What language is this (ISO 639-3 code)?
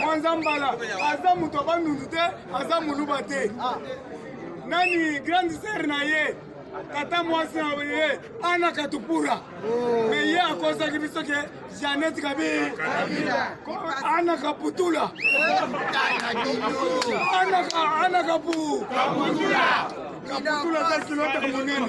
lin